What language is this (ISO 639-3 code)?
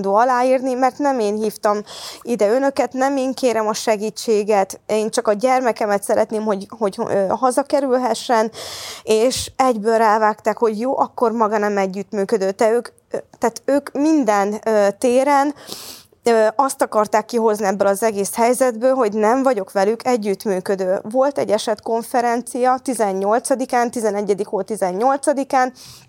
hun